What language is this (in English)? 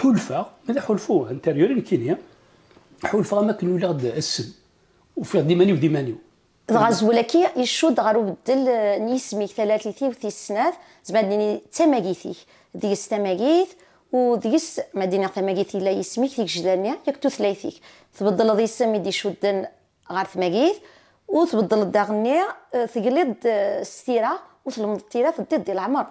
Kabyle